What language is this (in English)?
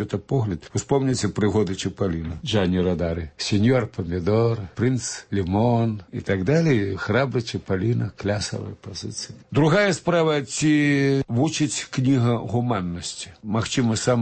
Belarusian